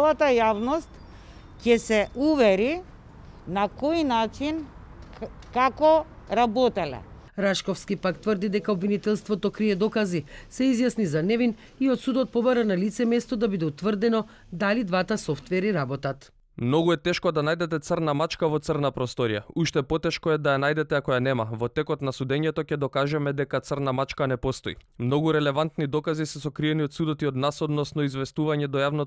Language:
Macedonian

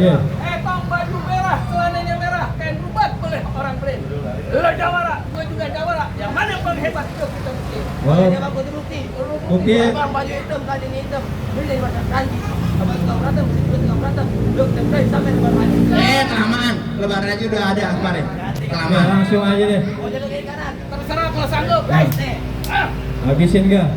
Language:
Betawi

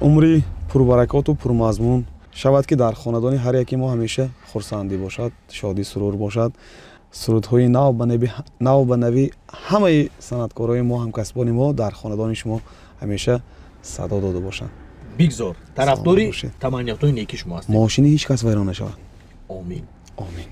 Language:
Tajik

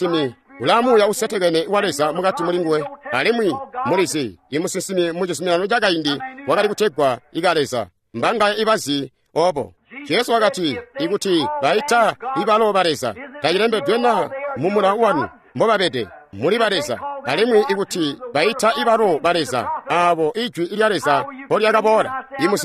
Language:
Tonga (Zambia)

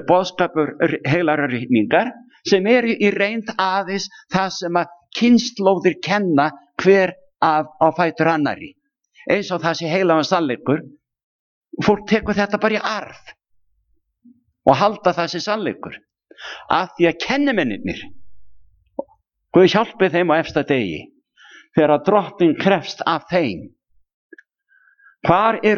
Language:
Icelandic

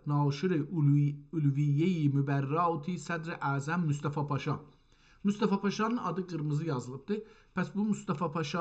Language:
South Azerbaijani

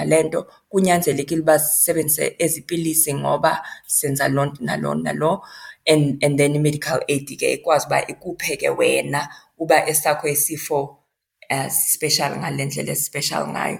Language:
Xhosa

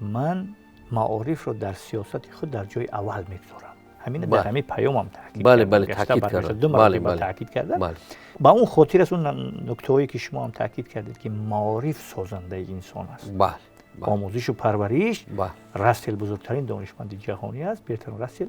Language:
Tajik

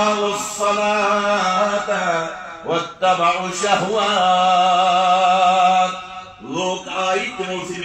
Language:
Kashmiri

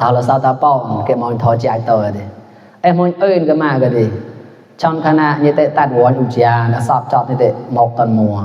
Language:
Mon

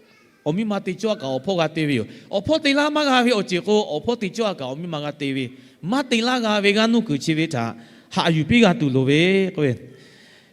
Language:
Lahu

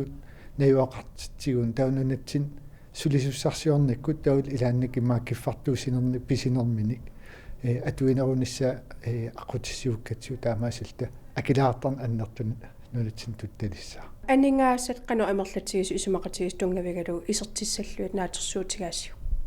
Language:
Kalaallisut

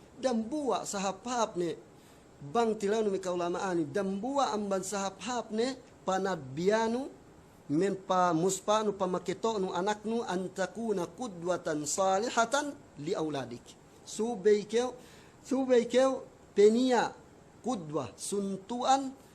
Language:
Yakan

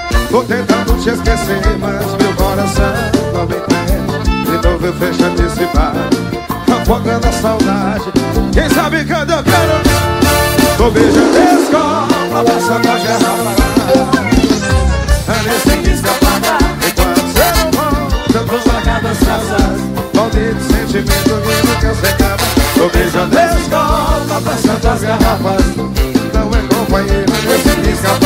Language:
Portuguese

